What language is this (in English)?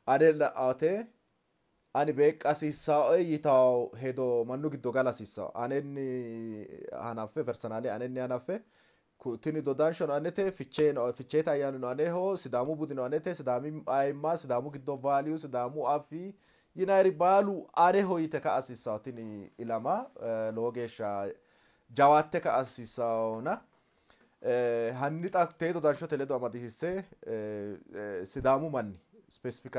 Sidamo